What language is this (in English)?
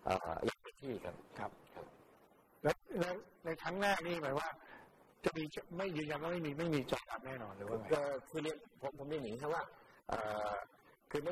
Thai